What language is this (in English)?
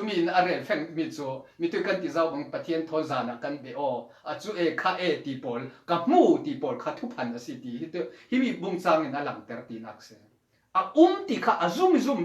Falam Chin